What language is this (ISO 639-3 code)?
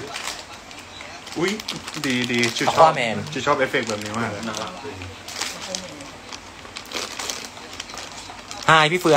tha